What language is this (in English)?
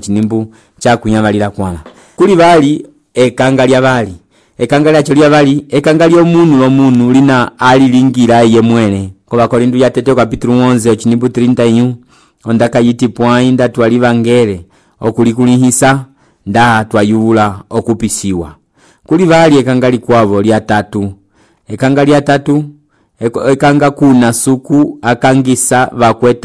Umbundu